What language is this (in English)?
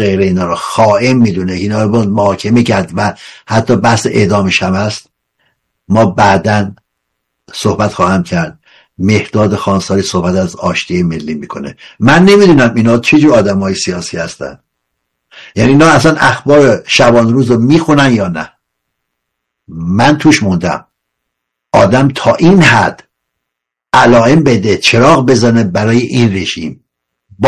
Persian